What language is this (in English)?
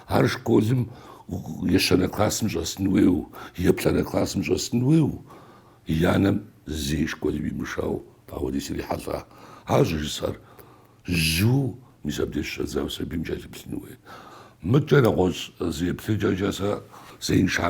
Kabardian